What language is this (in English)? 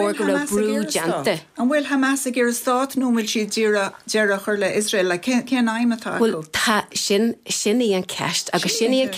Irish